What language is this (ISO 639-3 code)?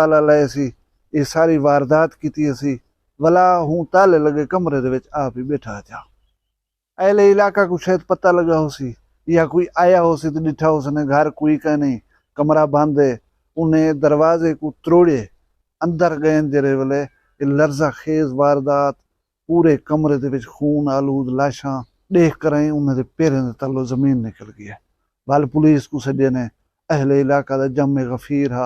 skr